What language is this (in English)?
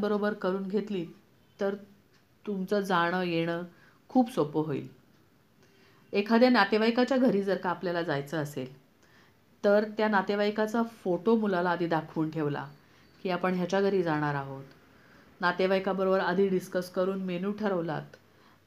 Marathi